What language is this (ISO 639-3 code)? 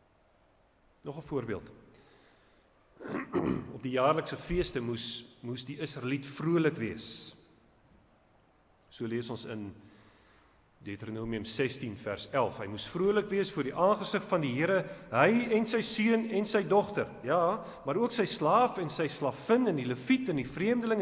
afr